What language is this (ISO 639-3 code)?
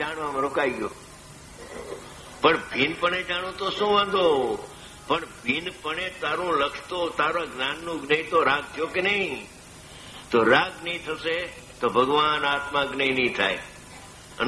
guj